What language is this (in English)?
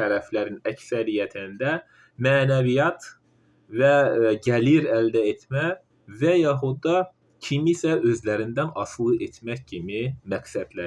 Azerbaijani